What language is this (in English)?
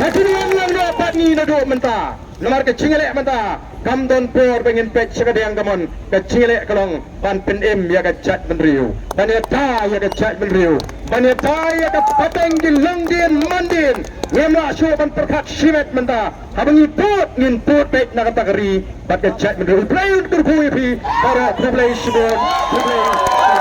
Khasi